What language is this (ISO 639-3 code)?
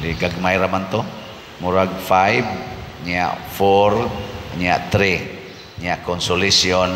ceb